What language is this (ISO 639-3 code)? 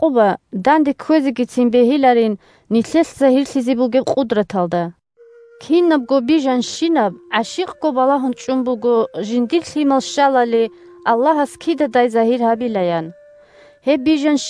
ava